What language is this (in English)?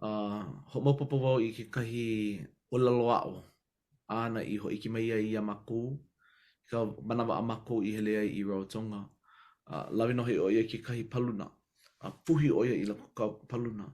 Hawaiian